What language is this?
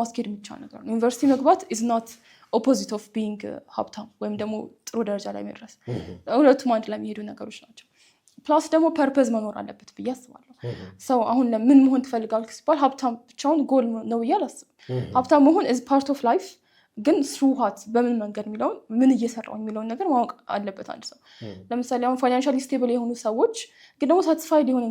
Amharic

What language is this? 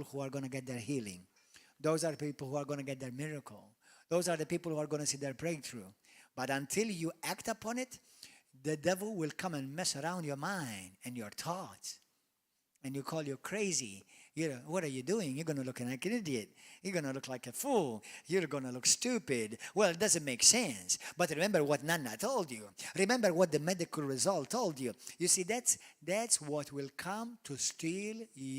English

